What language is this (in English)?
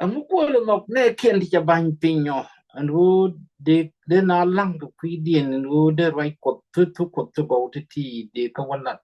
Nuer